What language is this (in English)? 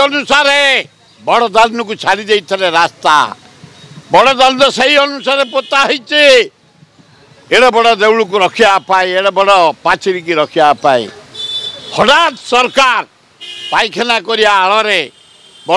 Odia